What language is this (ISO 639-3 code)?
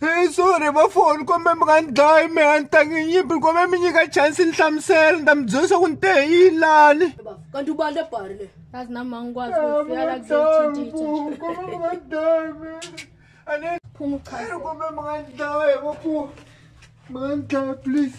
tso